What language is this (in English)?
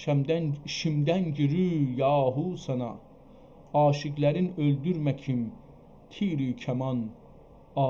South Azerbaijani